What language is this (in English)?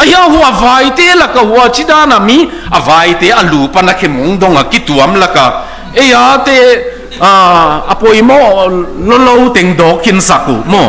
Tedim Chin